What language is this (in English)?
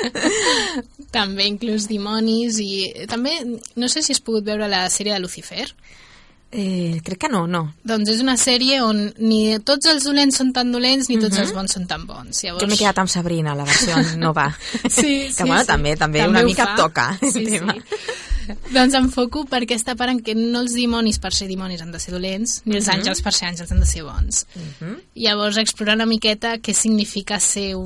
Catalan